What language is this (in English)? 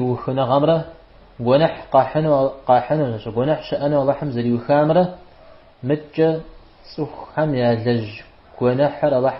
Kabardian